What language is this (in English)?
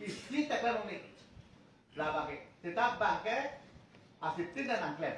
Karbi